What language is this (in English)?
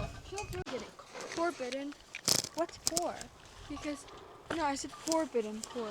Tibetan